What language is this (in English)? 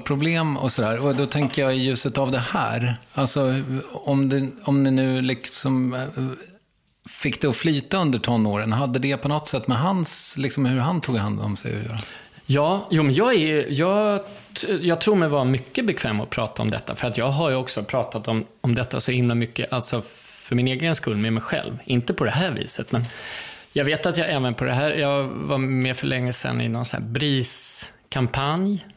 Swedish